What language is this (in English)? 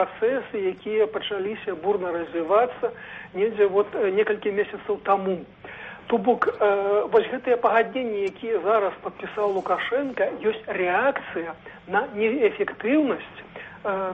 Belarusian